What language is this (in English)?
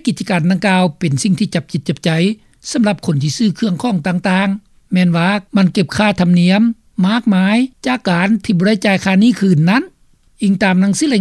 Lao